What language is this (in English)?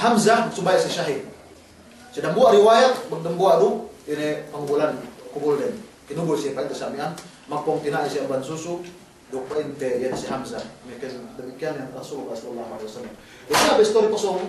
Yakan